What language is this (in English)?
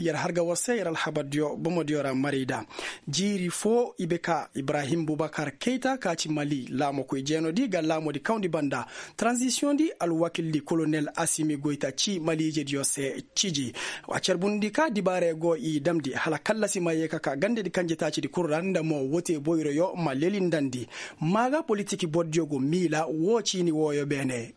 Koyraboro Senni